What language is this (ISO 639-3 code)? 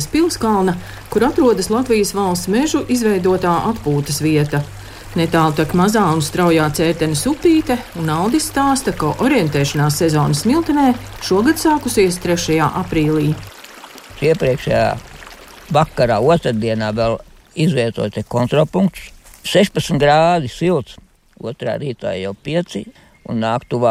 lav